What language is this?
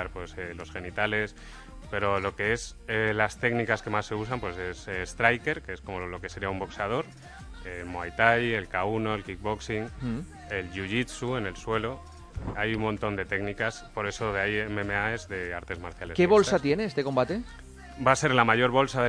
Spanish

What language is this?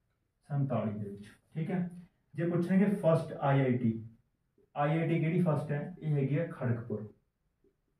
Punjabi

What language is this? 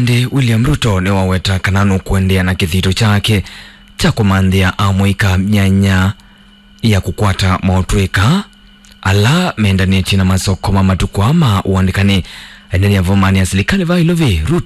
Kamba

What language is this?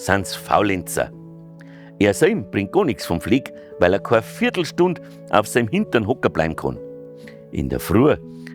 Bavarian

